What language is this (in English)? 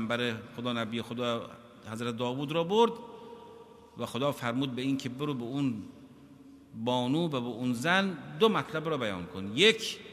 Persian